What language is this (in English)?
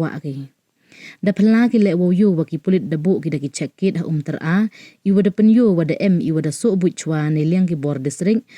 Pnar